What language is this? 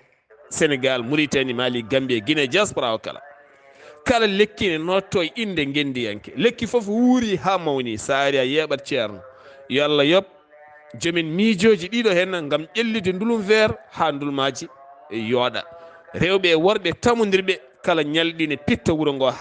Fula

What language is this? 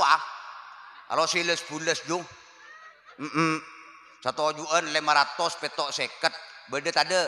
Madurese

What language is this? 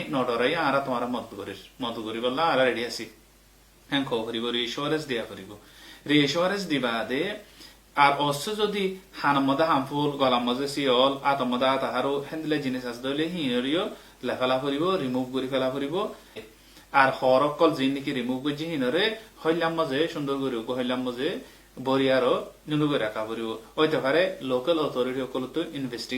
Rohingya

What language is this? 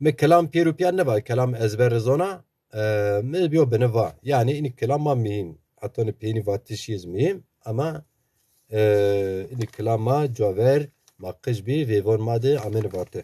Zaza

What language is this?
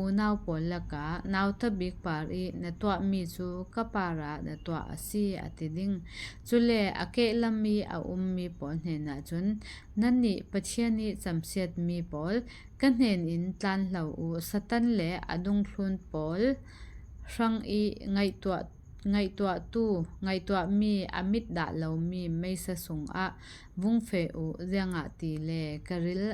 Falam Chin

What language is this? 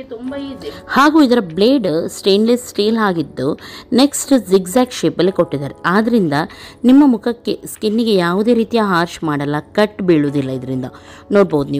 Kannada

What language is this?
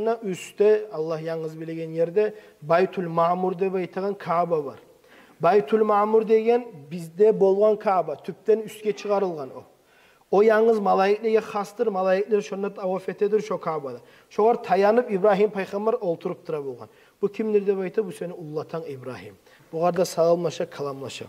Kumyk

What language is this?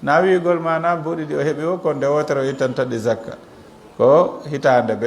Fula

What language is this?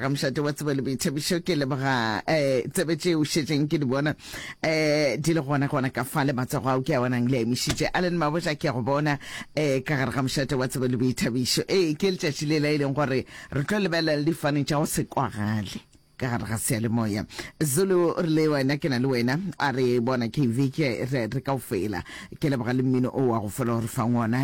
Northern Sotho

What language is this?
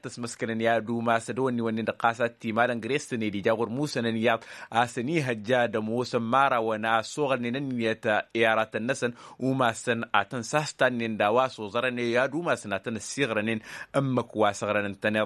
Tamasheq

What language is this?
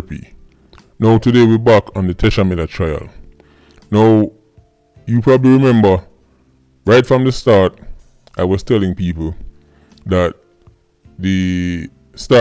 Jamaican Creole English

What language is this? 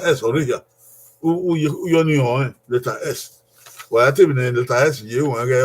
Bini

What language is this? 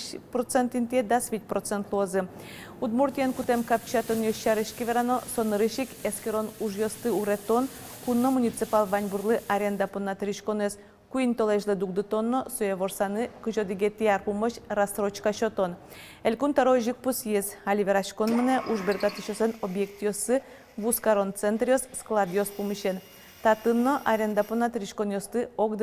Udmurt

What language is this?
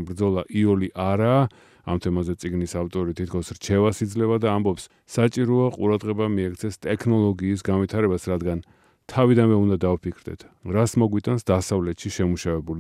Georgian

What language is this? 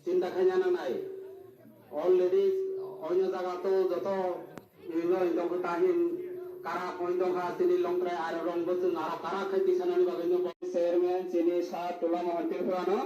Kok Borok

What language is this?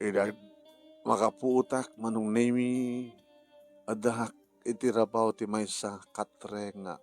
Iloko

